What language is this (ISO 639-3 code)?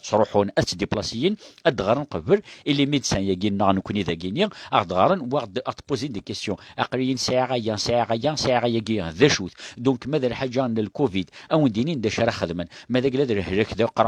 kab